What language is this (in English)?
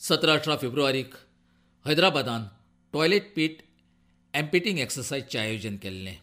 Konkani